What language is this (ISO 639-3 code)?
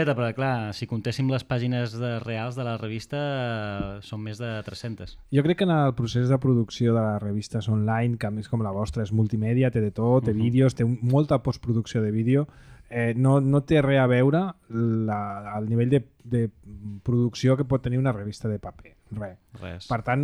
cat